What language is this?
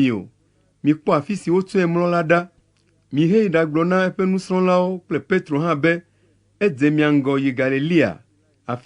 Ewe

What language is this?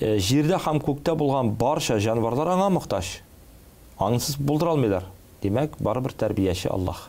Tatar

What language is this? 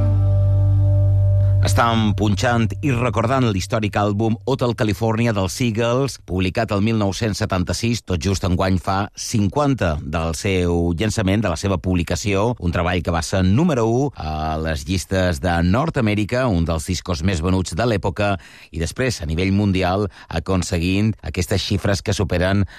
Catalan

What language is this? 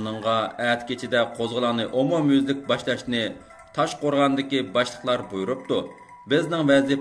Uyghur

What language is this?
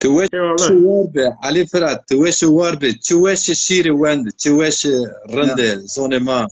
Zaza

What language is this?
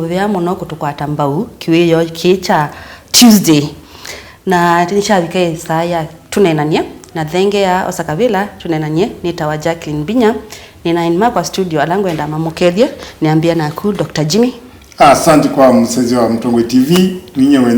Kamba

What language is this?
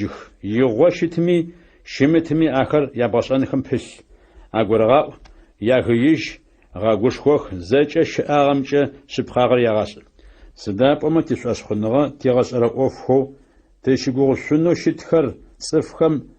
Adyghe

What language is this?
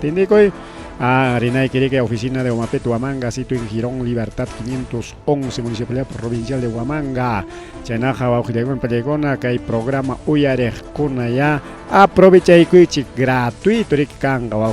Ayacucho Quechua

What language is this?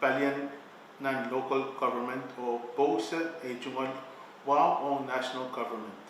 Pohnpeian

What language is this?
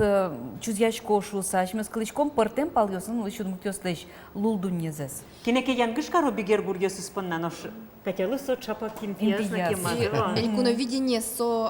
Udmurt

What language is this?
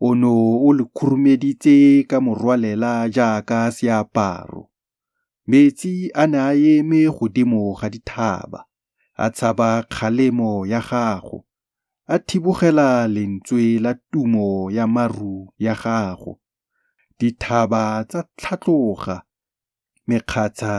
Tswana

